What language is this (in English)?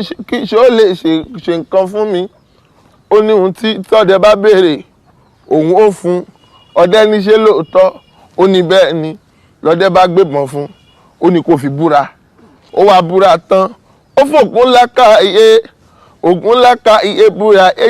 Yoruba